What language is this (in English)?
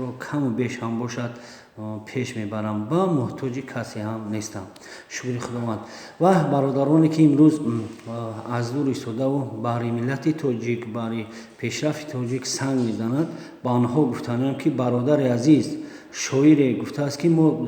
Tajik